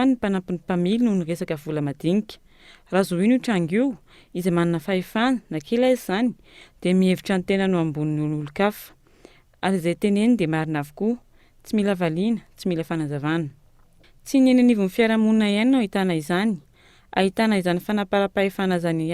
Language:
Malagasy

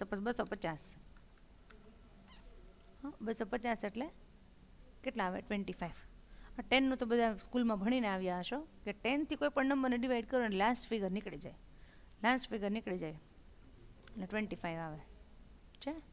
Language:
Gujarati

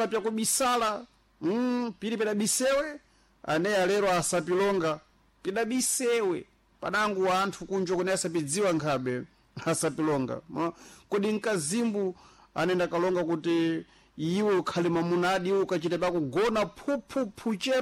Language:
Sena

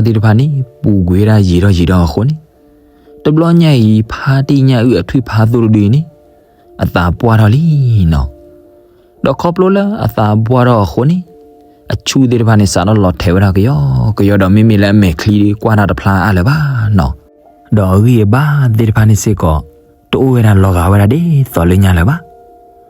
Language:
S'gaw Karen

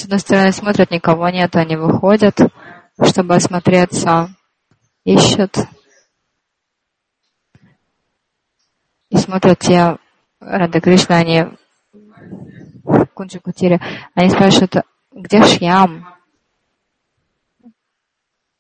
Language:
Russian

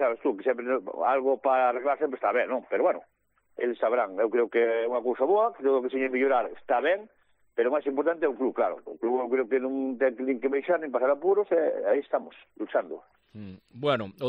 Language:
Galician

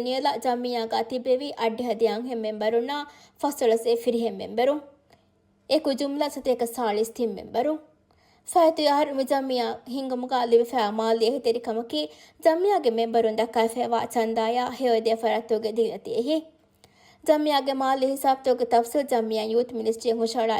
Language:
Divehi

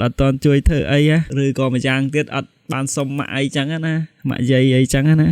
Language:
Khmer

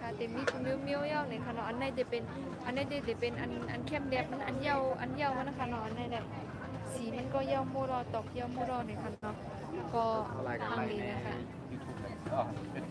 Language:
Shan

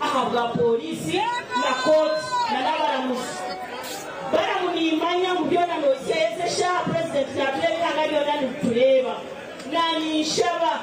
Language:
Nyankole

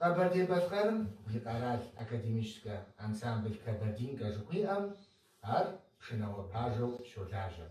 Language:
Kabardian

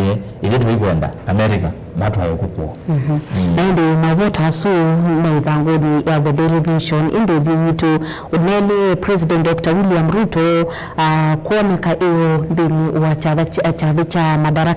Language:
Kamba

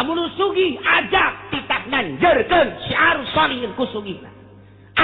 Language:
Sundanese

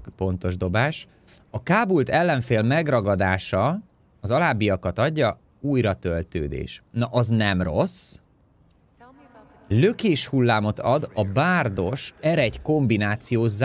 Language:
Hungarian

